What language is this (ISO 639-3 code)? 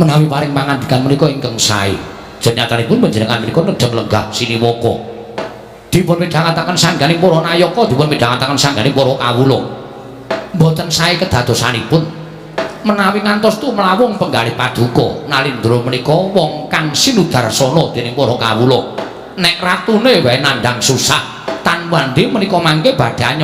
jav